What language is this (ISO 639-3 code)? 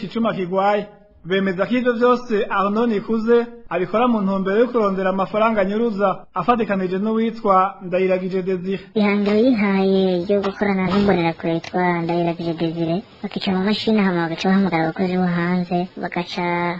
run